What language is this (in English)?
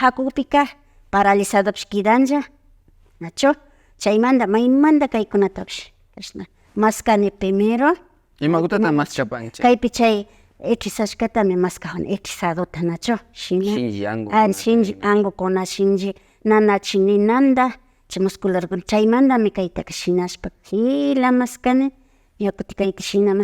Imbabura Highland Quichua